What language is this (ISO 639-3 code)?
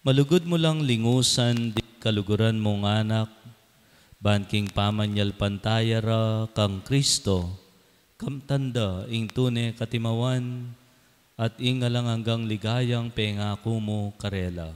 pam